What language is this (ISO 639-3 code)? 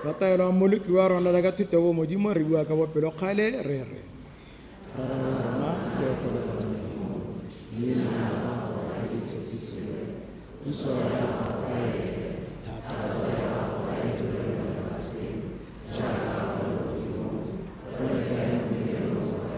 tsn